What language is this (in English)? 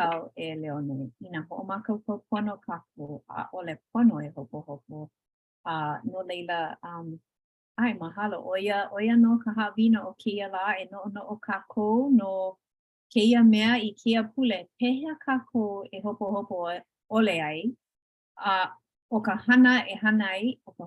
Hawaiian